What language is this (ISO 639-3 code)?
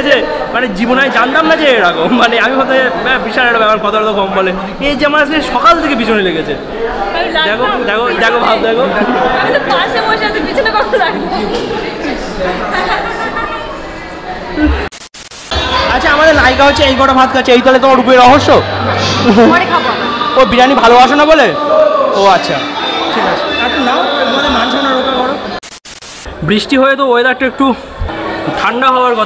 ben